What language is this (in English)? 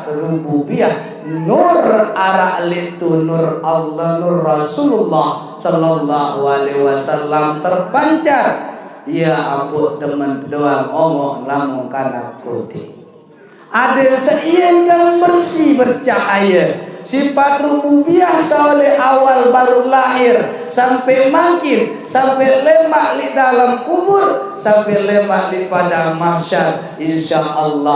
Sasak